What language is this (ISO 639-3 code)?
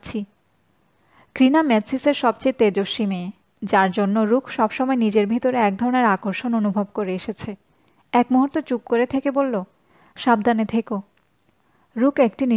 ben